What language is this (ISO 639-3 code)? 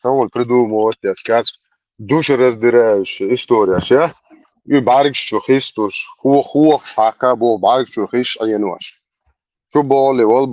che